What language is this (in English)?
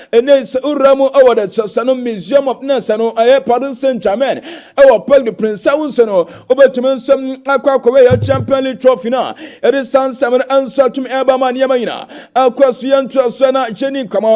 Akan